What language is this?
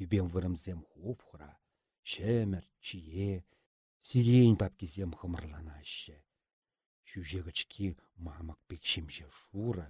Chuvash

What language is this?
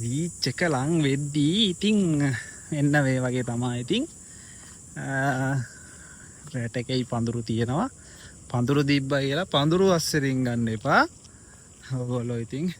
Sinhala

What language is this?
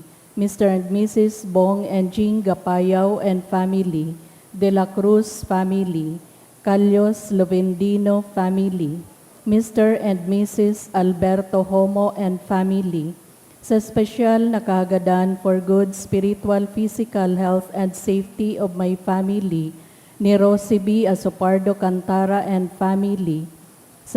Bikol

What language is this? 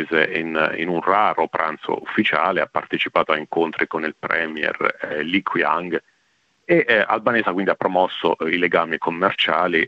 Italian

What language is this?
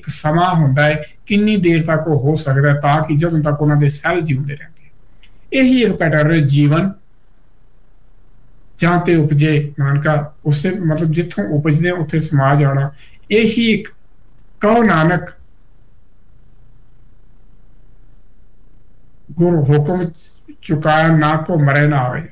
Punjabi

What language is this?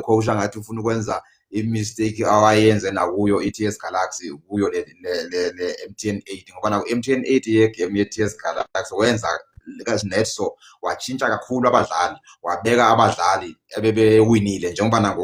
Zulu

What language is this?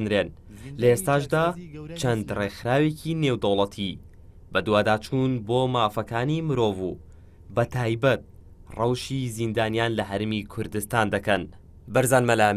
Central Kurdish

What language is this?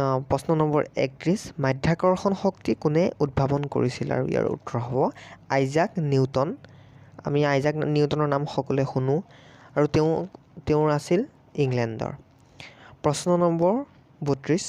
Assamese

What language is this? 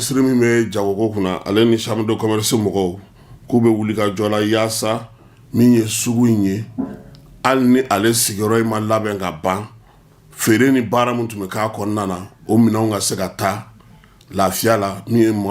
Bambara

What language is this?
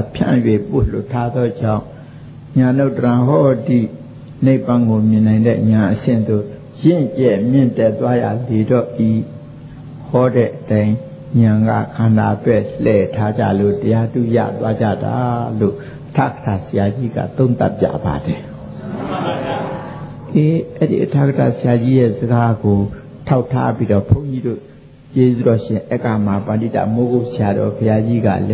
Burmese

